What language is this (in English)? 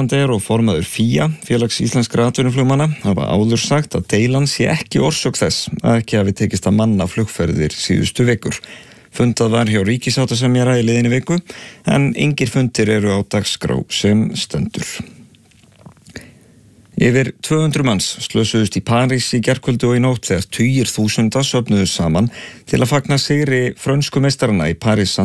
Icelandic